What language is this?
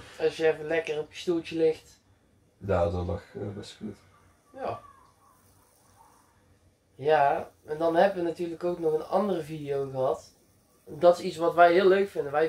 Dutch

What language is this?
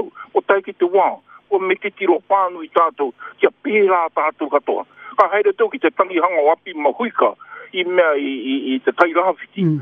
Māori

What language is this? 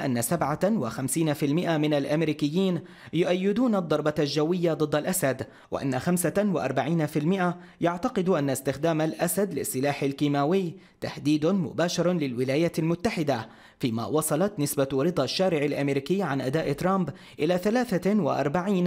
Arabic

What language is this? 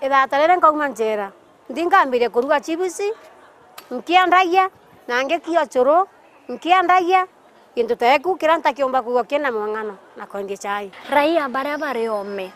Meru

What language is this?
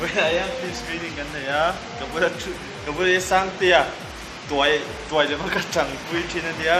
Mizo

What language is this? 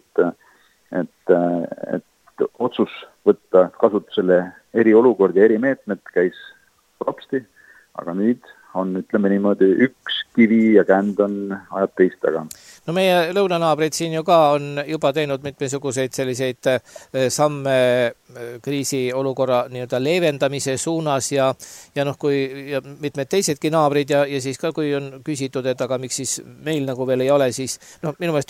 Estonian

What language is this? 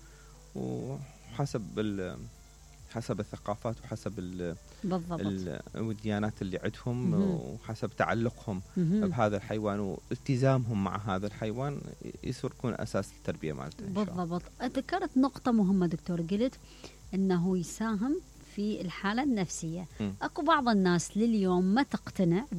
Mesopotamian Arabic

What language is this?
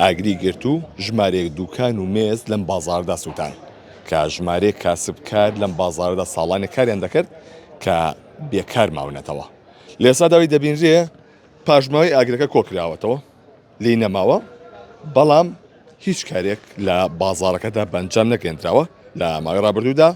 Central Kurdish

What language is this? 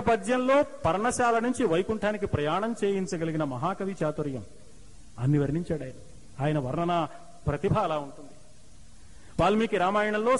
Telugu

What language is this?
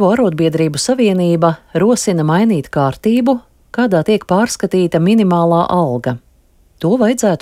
Latvian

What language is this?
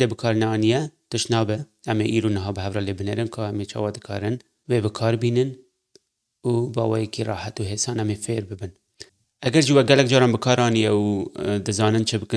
Kurdish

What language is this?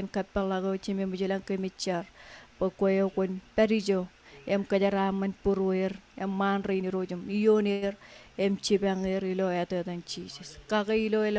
Marshallese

